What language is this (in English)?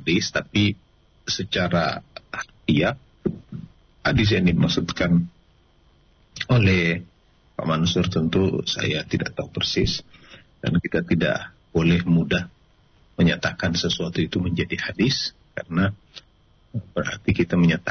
Indonesian